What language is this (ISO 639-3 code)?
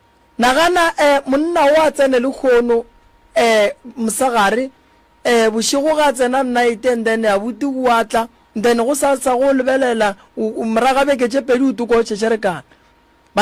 nso